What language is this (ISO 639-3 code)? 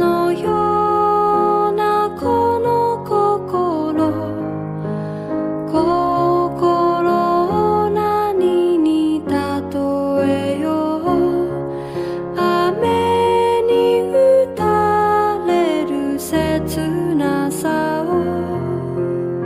jpn